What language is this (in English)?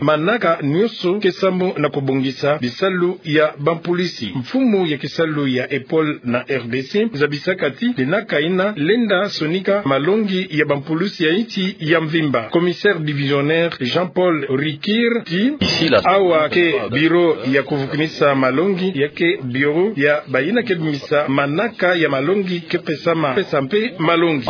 Kituba (Democratic Republic of Congo)